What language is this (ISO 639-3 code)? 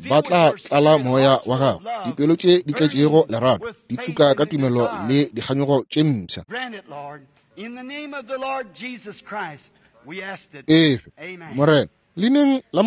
nso